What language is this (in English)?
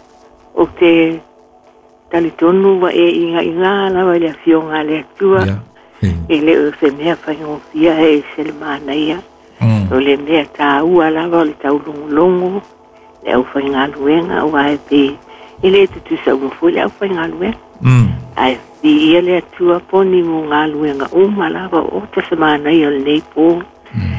Samoan